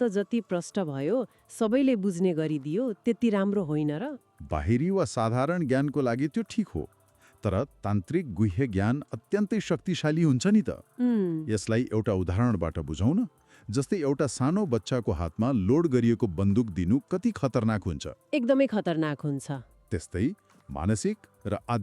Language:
Nepali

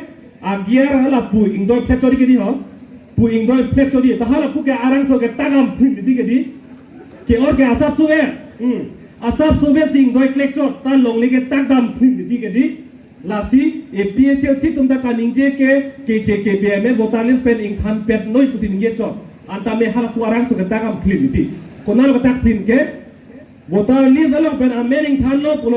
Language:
Karbi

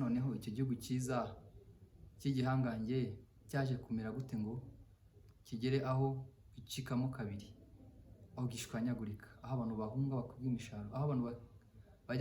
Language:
Kinyarwanda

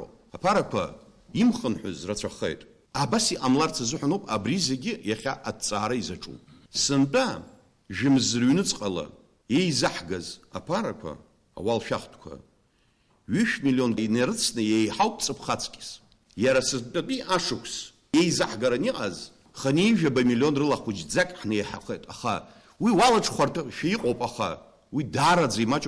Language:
Abkhazian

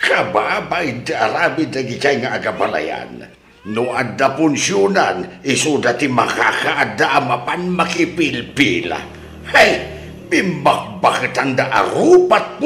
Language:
Iloko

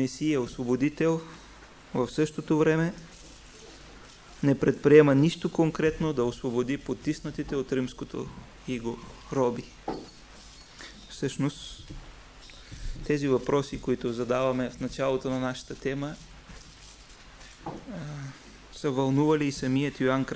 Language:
Bulgarian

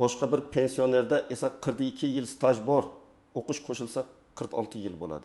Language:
Uzbek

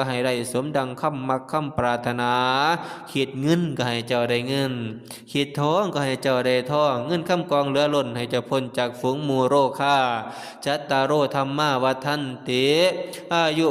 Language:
Northeastern Thai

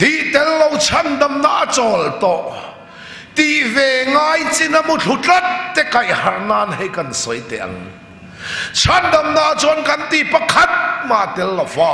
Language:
Mizo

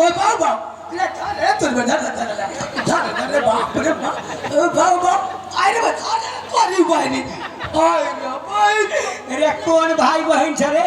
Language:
Maithili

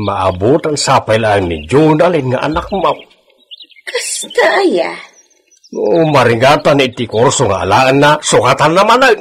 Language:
Iloko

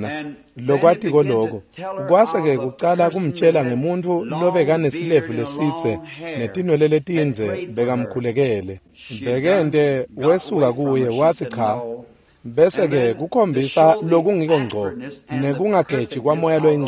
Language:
Swati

